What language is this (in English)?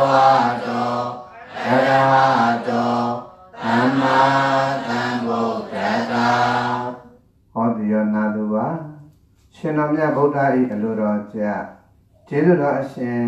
Burmese